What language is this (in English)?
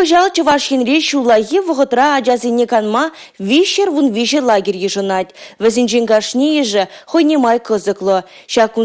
Chuvash